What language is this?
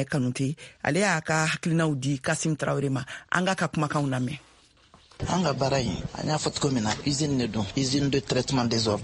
Bambara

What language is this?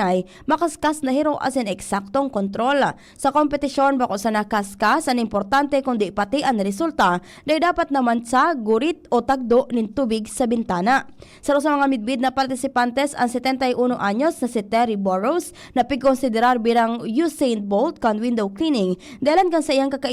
Bikol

